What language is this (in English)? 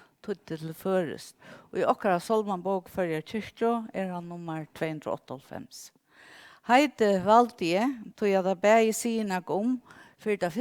Faroese